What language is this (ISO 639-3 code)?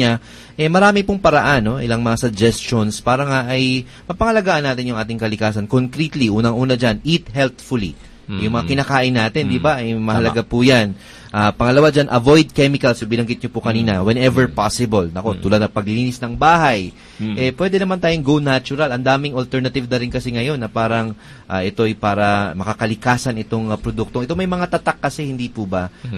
fil